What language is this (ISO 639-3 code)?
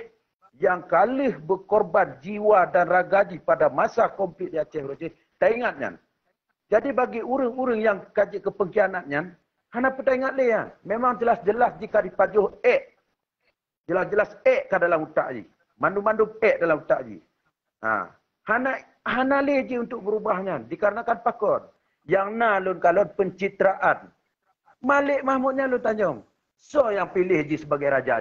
ace